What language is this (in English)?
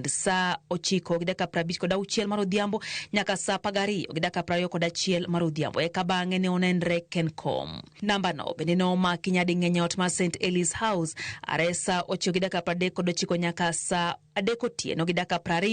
Luo (Kenya and Tanzania)